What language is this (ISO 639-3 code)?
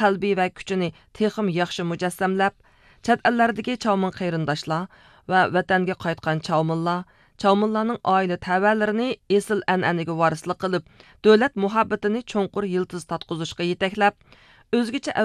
uig